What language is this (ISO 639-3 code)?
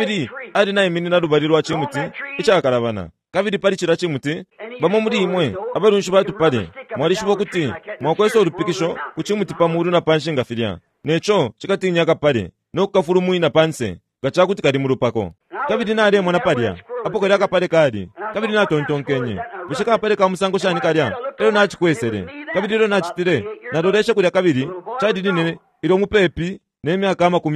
bem